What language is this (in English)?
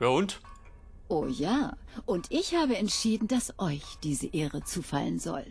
Bavarian